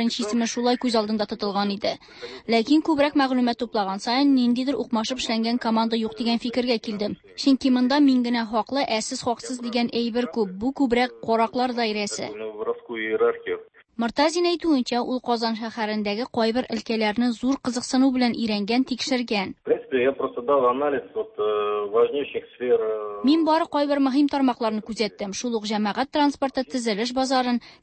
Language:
Tatar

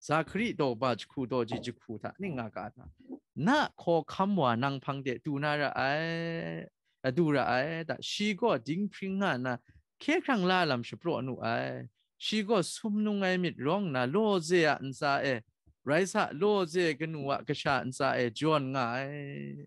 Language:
Kachin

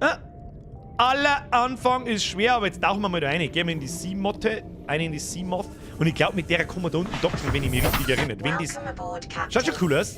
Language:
Bavarian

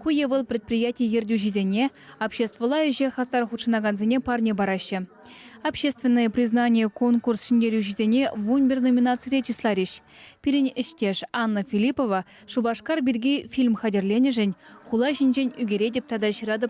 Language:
Chuvash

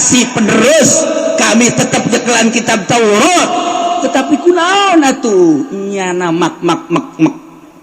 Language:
Sundanese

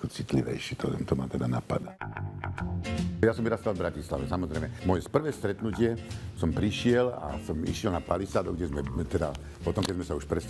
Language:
Slovak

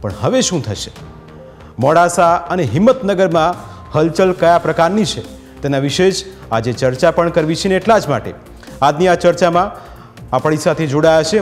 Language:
Gujarati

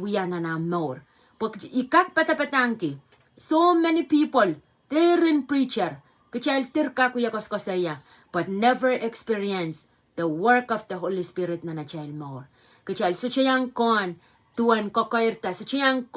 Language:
Pohnpeian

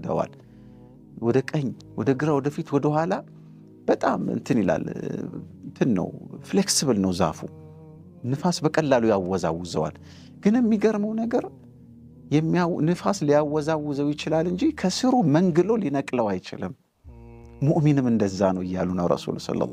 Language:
Amharic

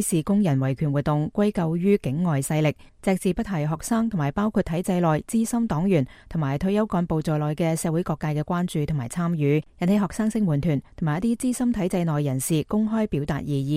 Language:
Cantonese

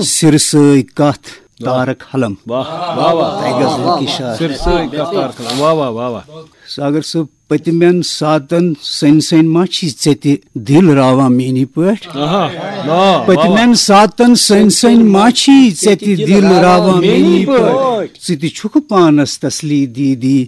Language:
Kashmiri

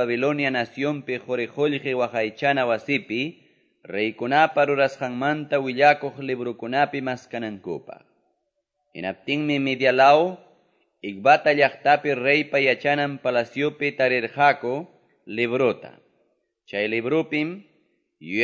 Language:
Quechua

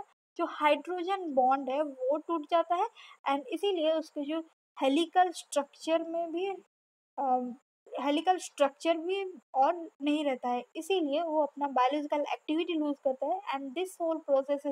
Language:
Hindi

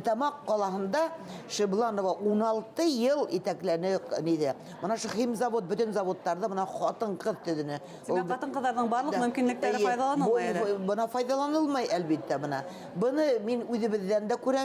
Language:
Bashkir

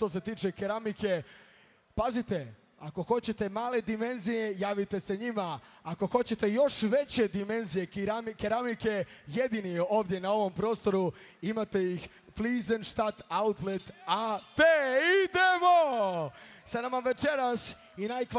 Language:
Serbian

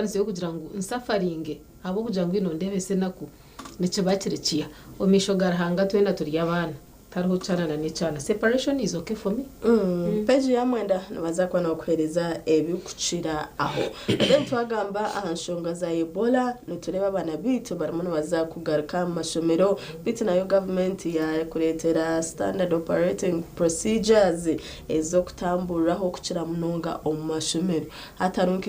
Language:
Nyankole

